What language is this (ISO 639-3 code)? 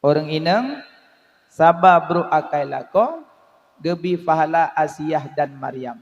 ace